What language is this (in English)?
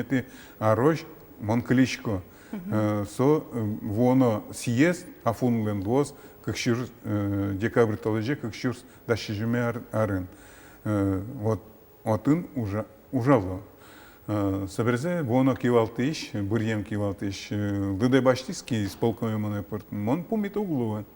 Udmurt